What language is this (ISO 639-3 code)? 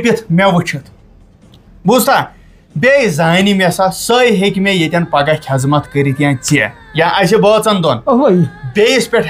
kas